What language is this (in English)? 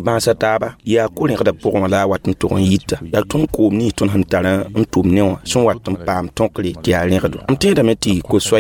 Mossi